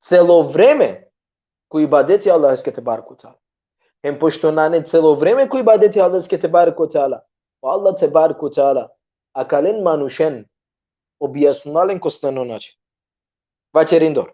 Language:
Balkan Romani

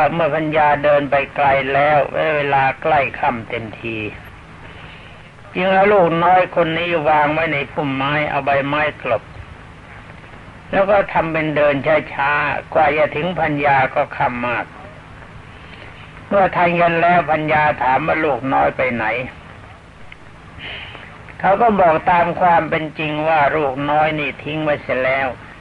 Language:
Thai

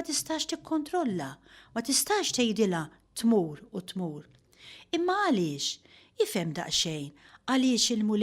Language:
Maltese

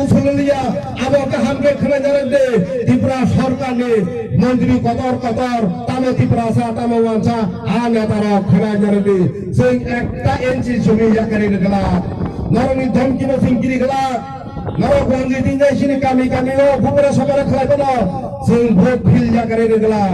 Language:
Kok Borok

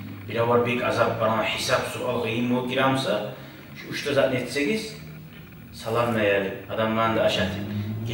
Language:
Kumyk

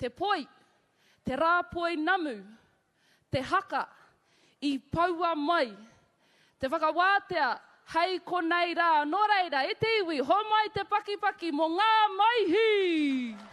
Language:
Māori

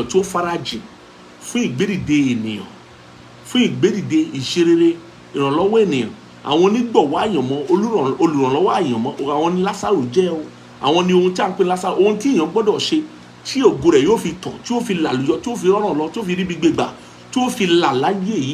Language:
Yoruba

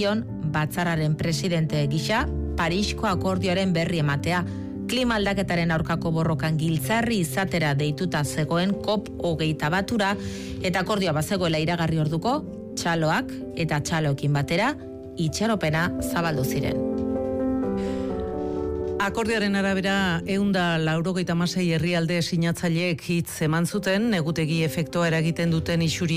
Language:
Basque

